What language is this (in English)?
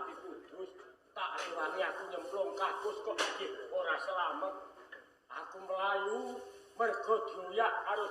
Javanese